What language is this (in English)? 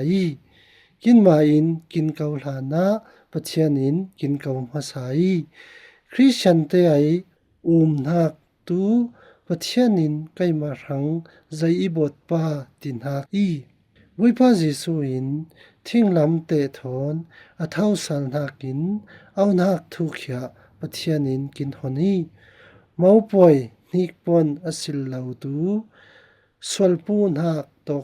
Falam Chin